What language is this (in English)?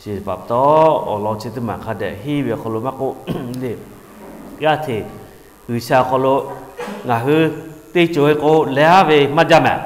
Lahu